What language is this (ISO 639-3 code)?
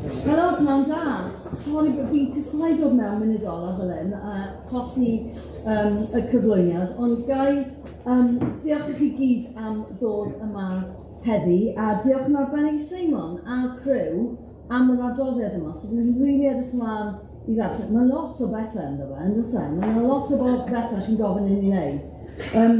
cym